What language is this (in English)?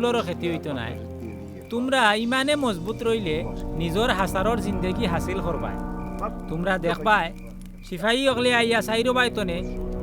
Sylheti